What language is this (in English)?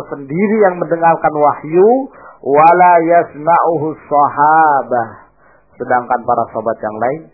Indonesian